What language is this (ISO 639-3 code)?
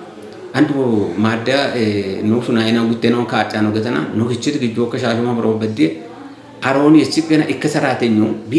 kbr